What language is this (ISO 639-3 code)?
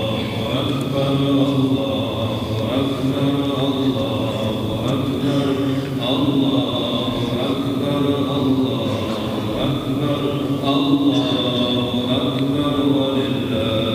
kum